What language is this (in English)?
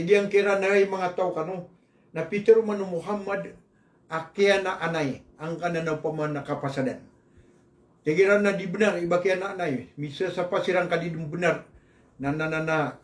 Maranao